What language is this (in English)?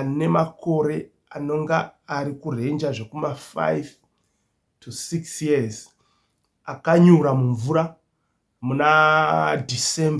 Shona